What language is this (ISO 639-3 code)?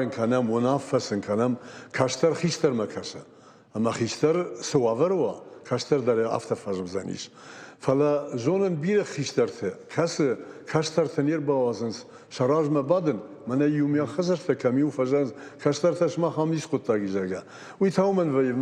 oss